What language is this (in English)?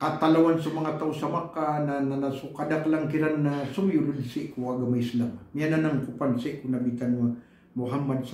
Maranao